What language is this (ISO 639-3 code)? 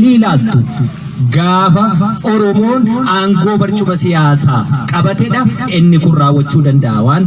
orm